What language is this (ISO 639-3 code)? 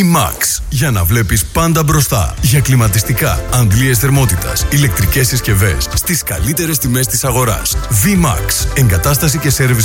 ell